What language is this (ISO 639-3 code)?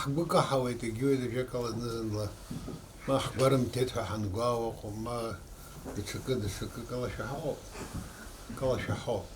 abk